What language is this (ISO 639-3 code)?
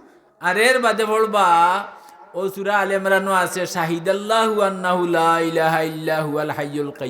syl